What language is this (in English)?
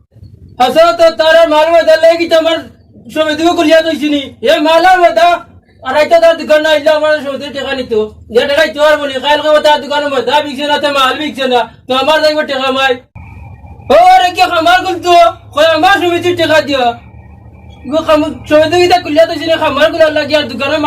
Sylheti